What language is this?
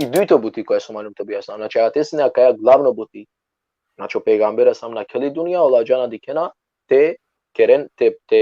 Balkan Romani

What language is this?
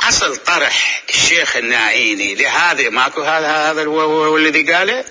Mesopotamian Arabic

